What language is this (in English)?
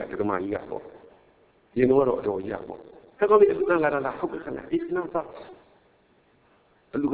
Burmese